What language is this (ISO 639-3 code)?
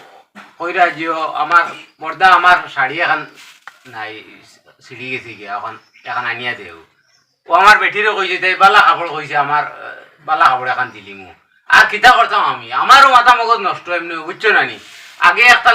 syl